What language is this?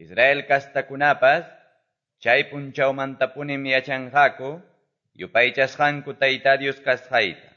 Quechua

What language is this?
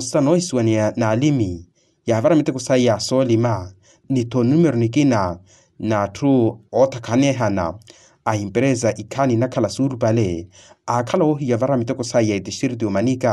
Makhuwa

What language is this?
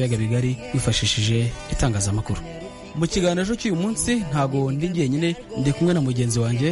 Kinyarwanda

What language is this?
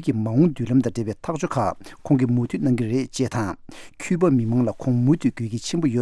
Tibetan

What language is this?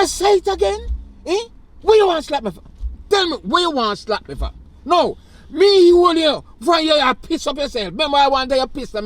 Jamaican Creole English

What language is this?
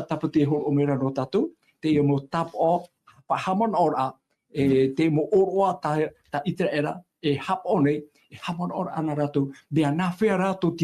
Tahitian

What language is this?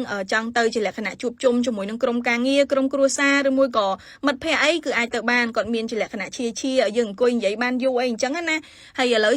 Khmer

